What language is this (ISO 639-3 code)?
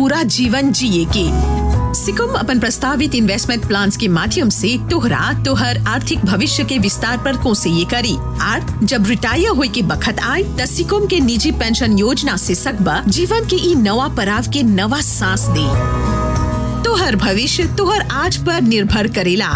bho